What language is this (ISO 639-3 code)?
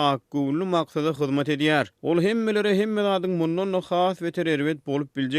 tuk